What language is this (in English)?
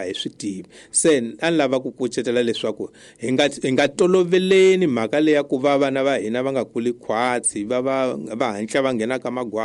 Tsonga